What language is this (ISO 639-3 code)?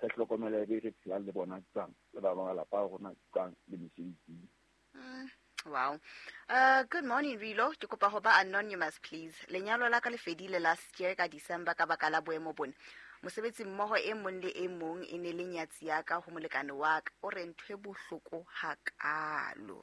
sot